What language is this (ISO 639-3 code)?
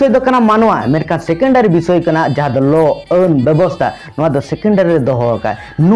sat